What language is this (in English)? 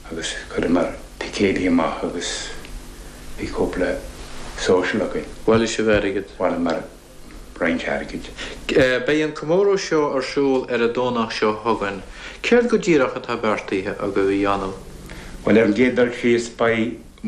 Irish